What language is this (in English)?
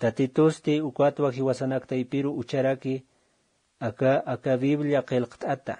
Aymara